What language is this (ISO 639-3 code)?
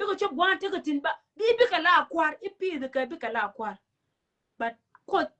nus